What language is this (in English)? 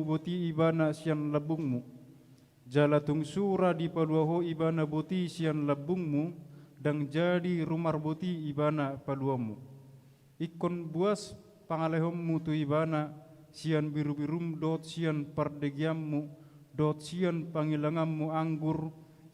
Batak Toba